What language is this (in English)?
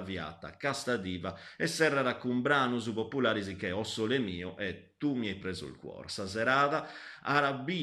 Sardinian